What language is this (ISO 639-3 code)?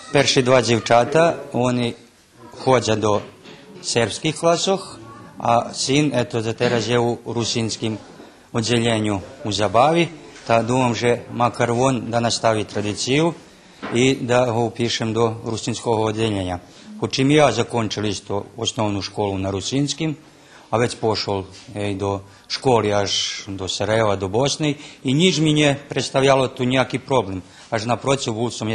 rue